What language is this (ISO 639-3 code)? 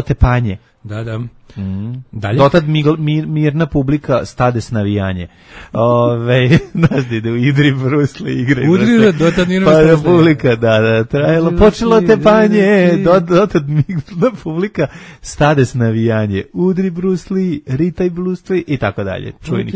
srp